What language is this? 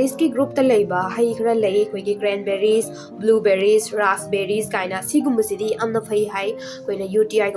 Manipuri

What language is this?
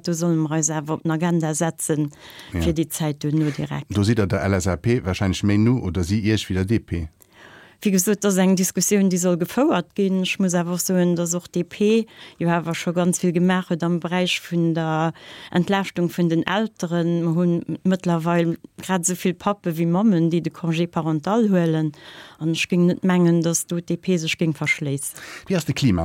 Luxembourgish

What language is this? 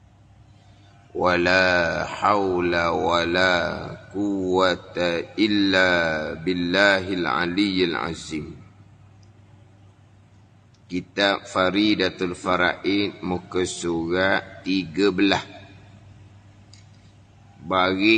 Malay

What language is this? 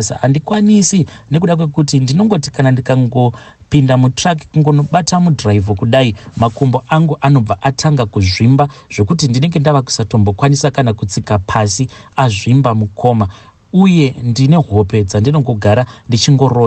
Shona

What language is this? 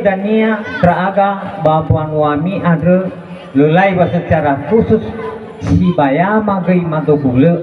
Nias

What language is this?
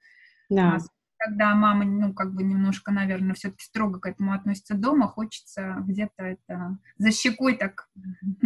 Russian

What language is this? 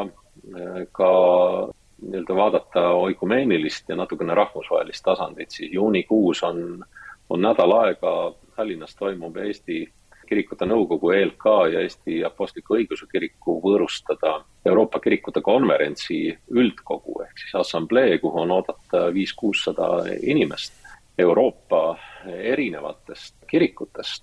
Estonian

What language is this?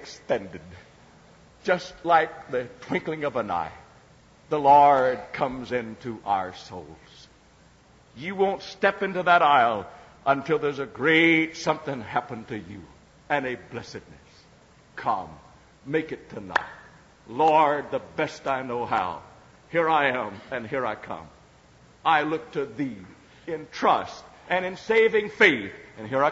English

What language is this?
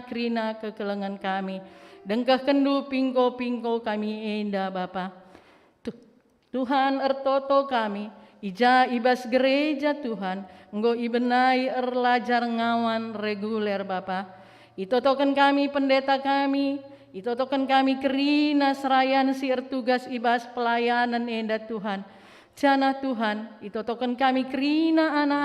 Batak Karo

